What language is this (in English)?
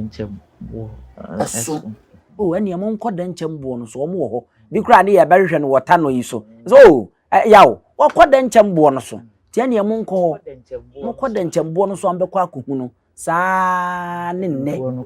Akan